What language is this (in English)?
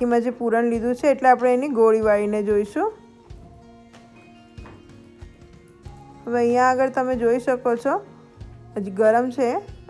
Gujarati